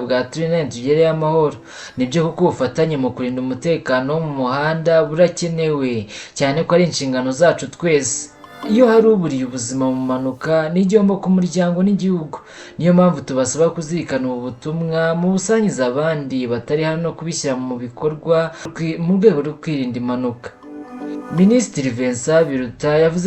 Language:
Kinyarwanda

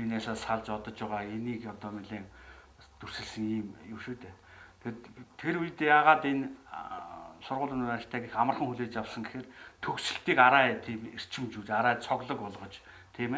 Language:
Mongolian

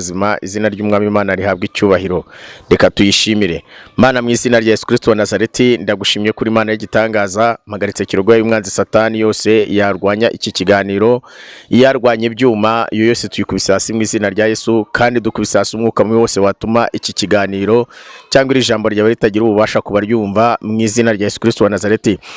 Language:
Kinyarwanda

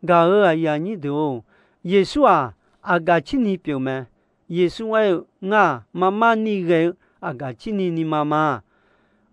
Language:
Akha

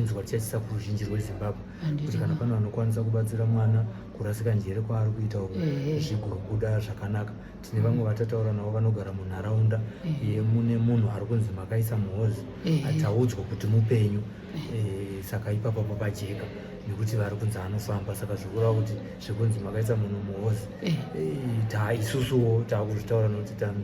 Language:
Shona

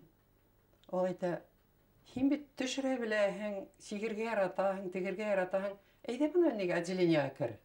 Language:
Bashkir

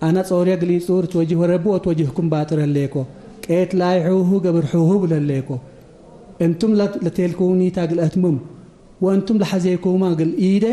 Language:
Tigre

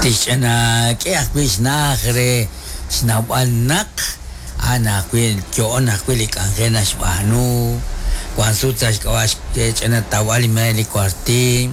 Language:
Kekchí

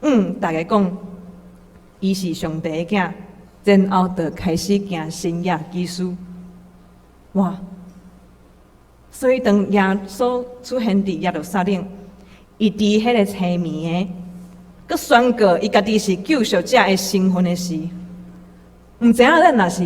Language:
Min Nan Chinese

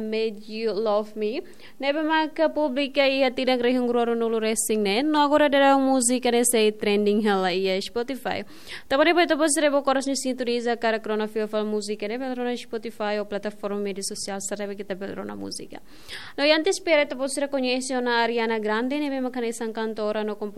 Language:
Tetum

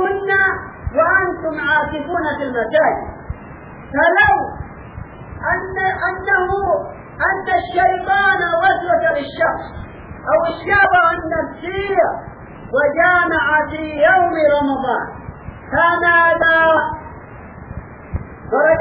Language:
Arabic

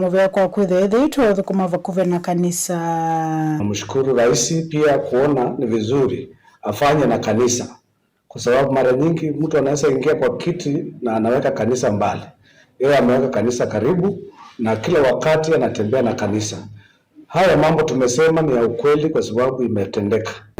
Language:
Kamba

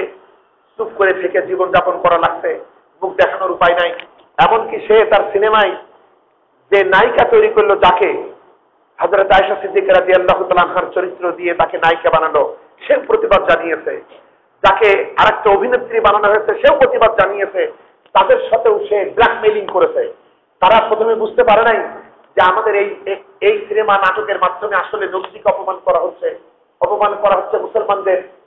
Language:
Bangla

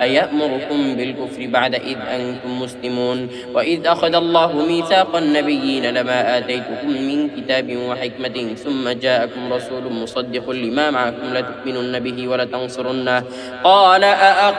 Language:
Arabic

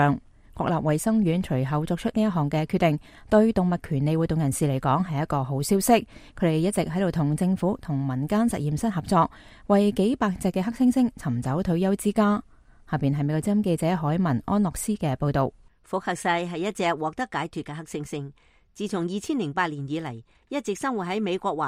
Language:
Cantonese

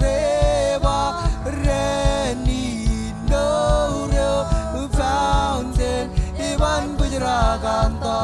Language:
Marshallese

